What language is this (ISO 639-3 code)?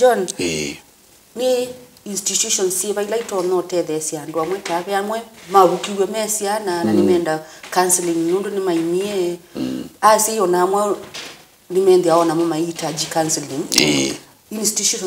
kam